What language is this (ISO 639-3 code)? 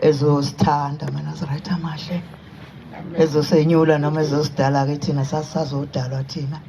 zul